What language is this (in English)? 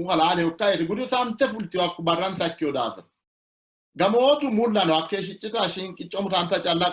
Sidamo